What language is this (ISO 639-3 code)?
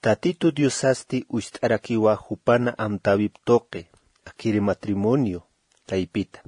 aym